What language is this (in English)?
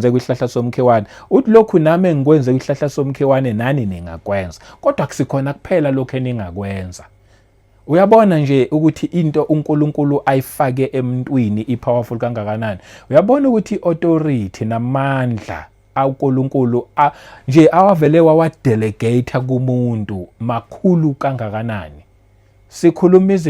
Zulu